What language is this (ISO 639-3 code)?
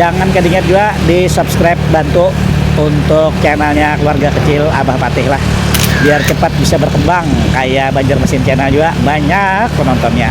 bjn